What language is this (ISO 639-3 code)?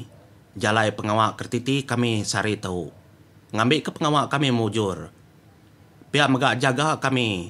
iba